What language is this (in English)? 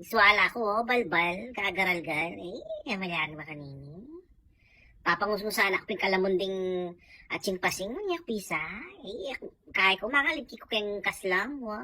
Pampanga